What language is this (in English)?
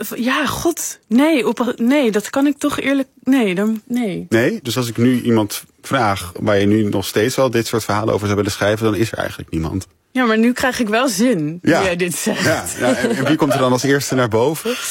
Dutch